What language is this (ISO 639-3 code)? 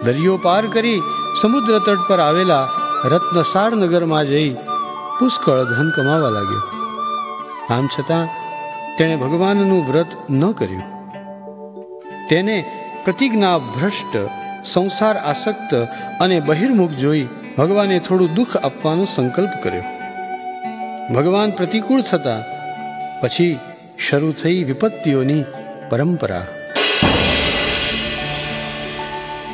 guj